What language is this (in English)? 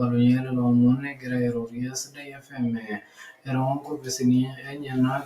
Masai